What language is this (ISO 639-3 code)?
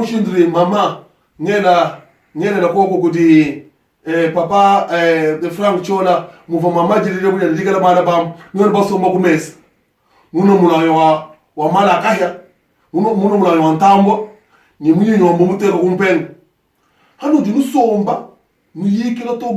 lua